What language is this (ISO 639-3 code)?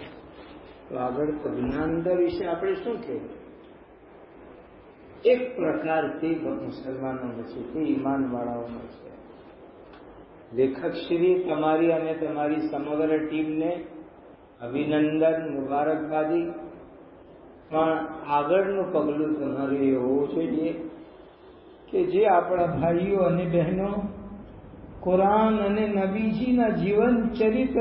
guj